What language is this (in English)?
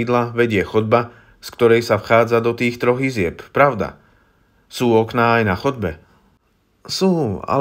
Slovak